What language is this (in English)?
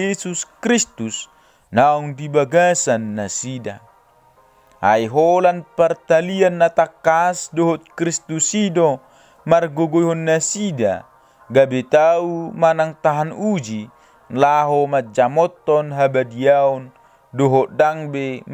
Batak Toba